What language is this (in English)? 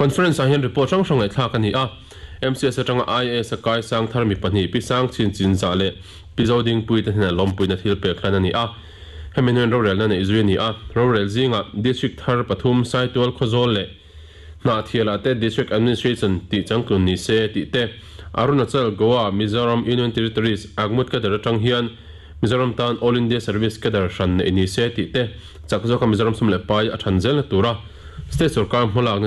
Mizo